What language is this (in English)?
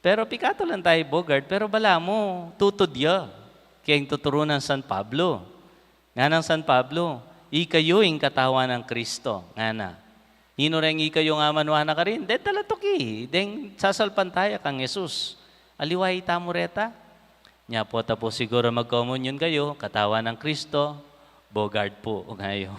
Pampanga